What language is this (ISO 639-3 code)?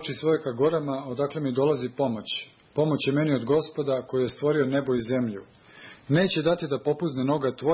srp